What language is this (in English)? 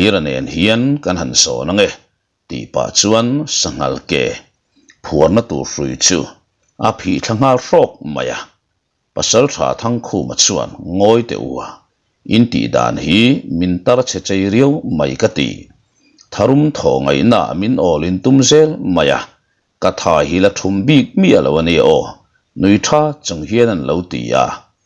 Mizo